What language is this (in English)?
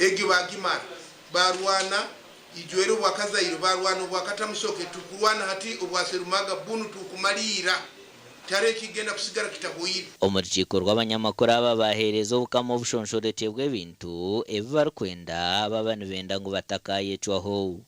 Nyankole